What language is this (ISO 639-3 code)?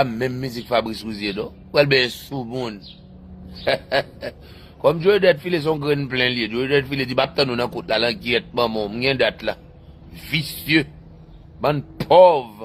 hat